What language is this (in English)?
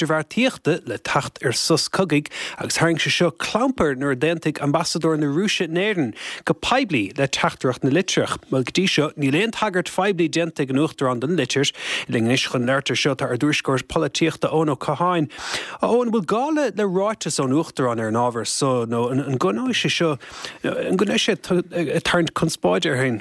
Irish